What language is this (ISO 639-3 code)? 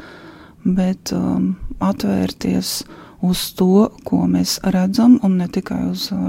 lav